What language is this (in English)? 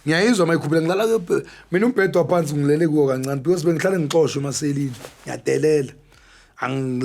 Zulu